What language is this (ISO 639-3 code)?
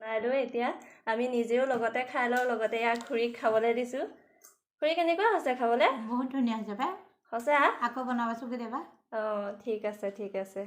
asm